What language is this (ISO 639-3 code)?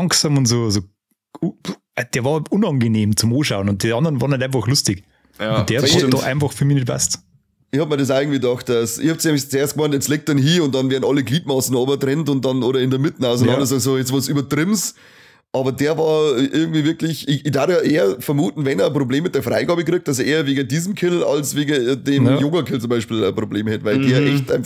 bar